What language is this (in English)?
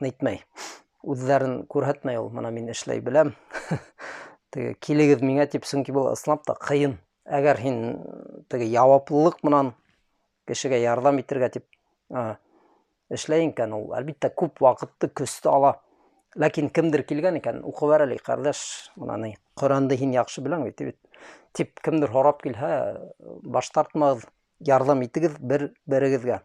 Bashkir